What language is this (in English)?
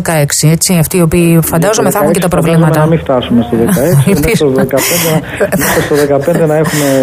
Greek